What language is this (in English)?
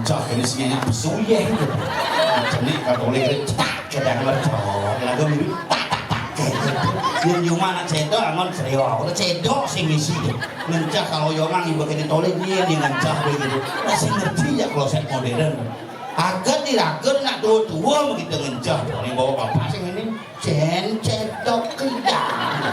Balinese